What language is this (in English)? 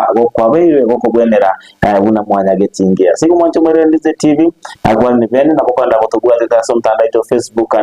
Gusii